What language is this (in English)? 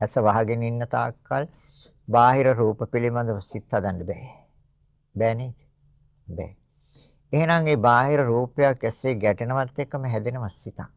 Sinhala